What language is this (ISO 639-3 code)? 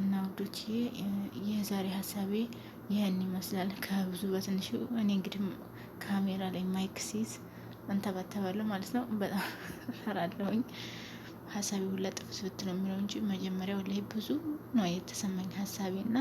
amh